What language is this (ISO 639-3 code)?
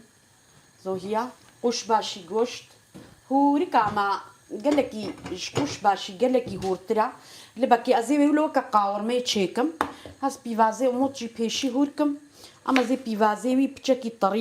kur